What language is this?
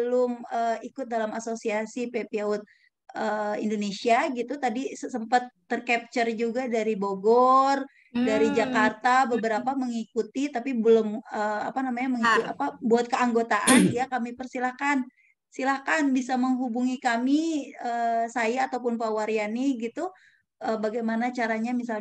Indonesian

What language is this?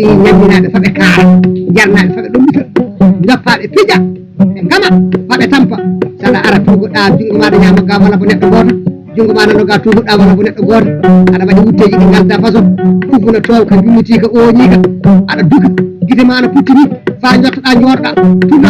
Fula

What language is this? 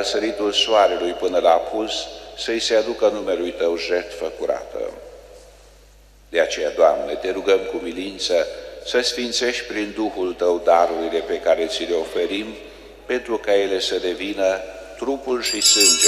Romanian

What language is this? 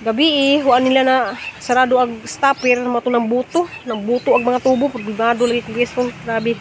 Cebuano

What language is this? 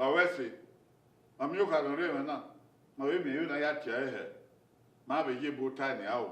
Bini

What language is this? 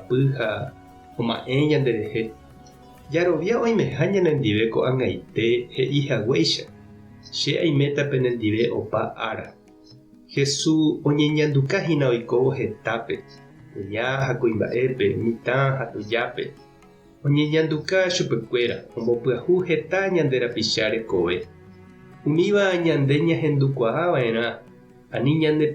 Guarani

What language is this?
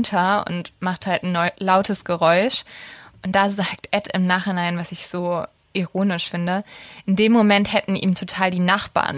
German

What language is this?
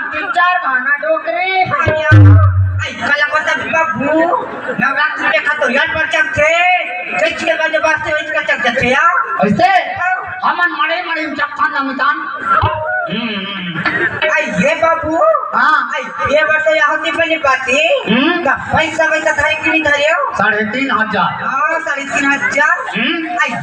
Chhattisgarhi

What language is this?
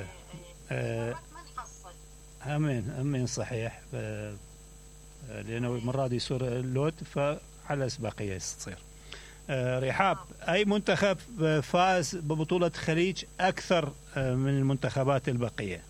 Mesopotamian Arabic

